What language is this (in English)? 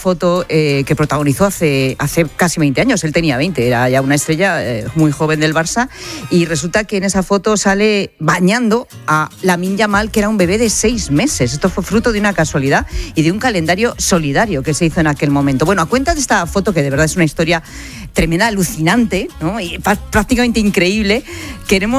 Spanish